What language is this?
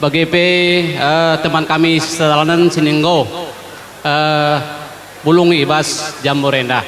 Batak Karo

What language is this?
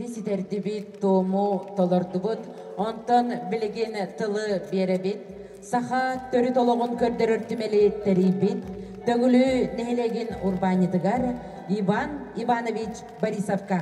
Yakut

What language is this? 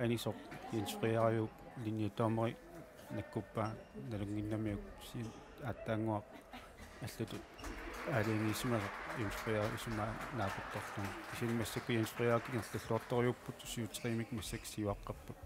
Kalaallisut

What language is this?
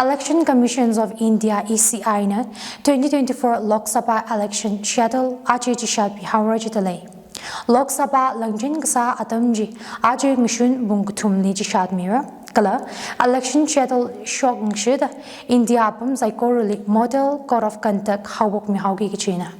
Tangkhul Naga (India)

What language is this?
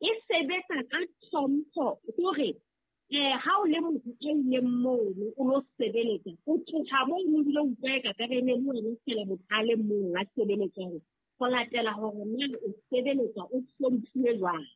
Southern Sotho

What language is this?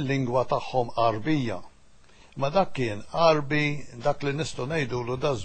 Maltese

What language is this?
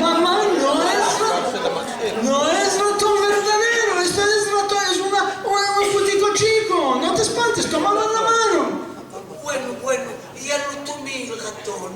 Ladino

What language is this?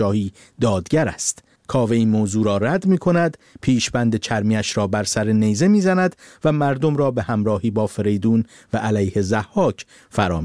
Persian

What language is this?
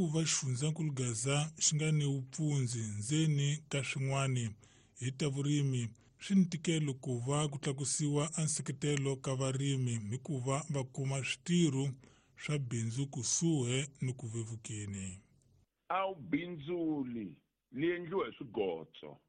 Tsonga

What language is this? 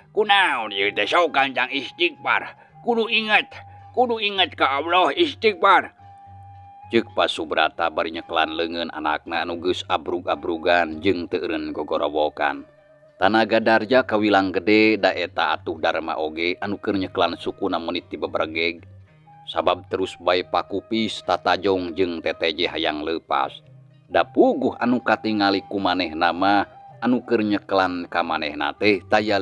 Sundanese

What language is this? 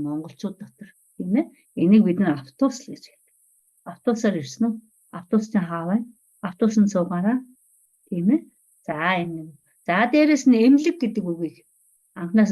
Mongolian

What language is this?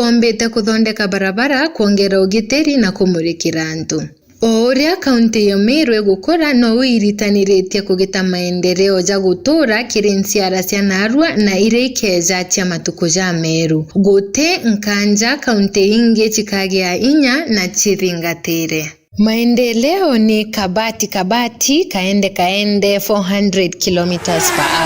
Meru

